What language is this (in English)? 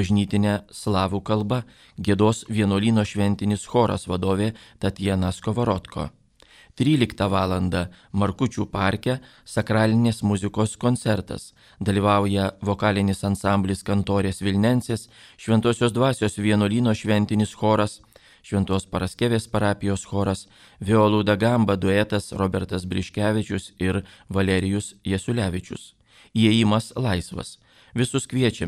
Lithuanian